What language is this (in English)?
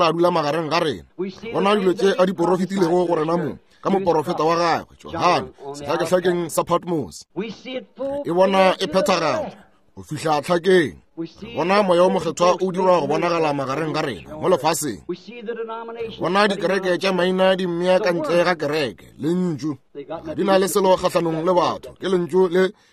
Northern Sotho